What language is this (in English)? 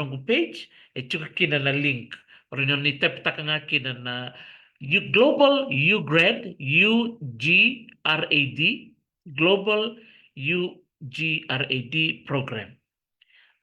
Fijian